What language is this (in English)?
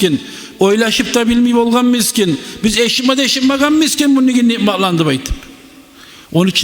Kumyk